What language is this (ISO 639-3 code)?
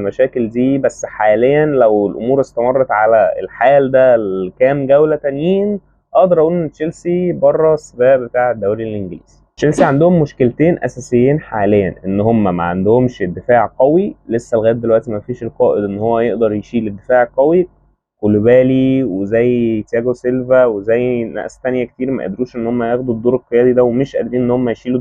arz